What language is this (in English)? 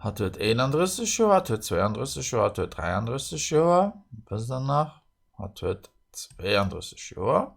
Luxembourgish